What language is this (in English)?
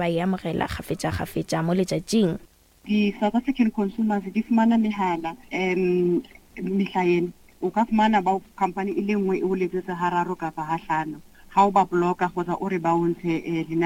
Northern Sotho